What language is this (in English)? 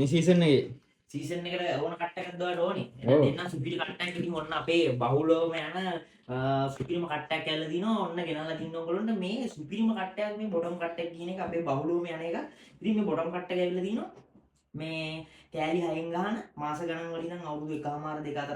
Sinhala